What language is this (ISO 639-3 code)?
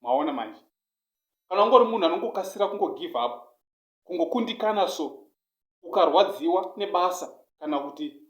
sna